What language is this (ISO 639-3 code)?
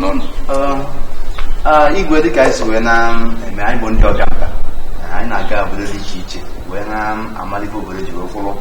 ibo